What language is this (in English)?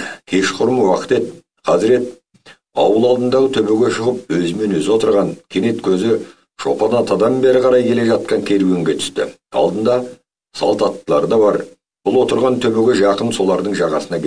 Kazakh